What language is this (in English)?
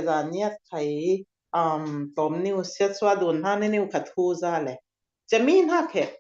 Falam Chin